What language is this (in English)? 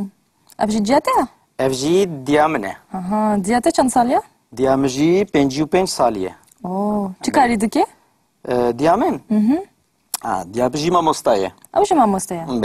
Kurdish